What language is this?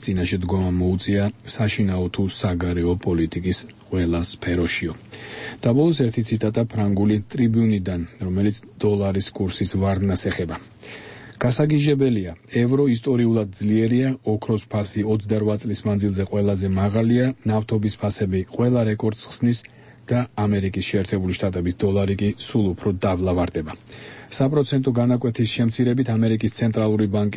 Georgian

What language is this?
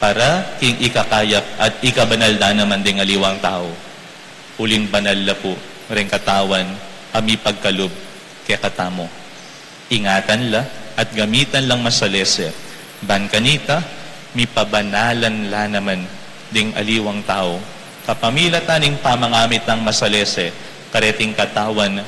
Pampanga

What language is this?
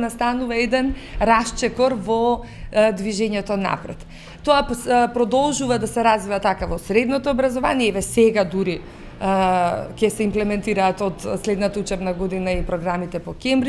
Macedonian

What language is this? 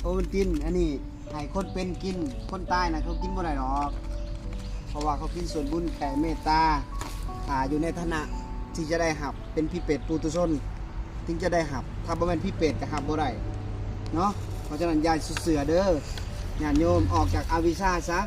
Lao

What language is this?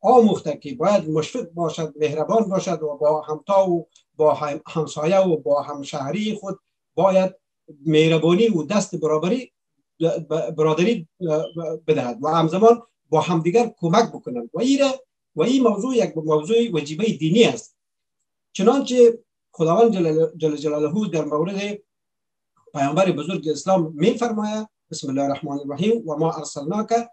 Persian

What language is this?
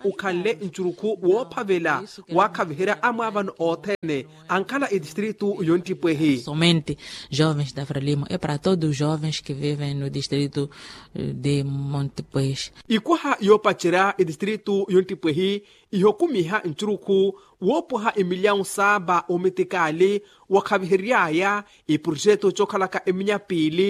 Makhuwa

